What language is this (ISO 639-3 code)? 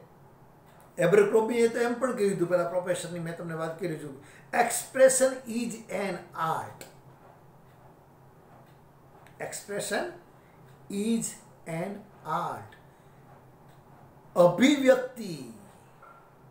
guj